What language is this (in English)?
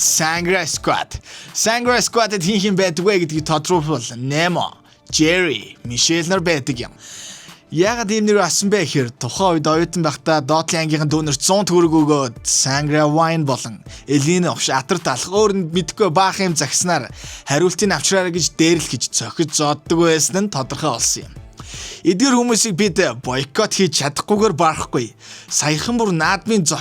Mongolian